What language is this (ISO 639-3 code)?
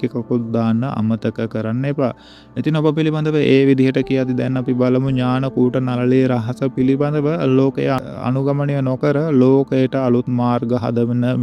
sin